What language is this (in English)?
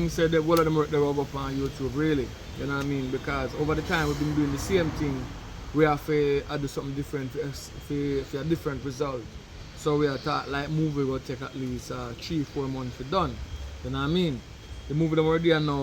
Jamaican Creole English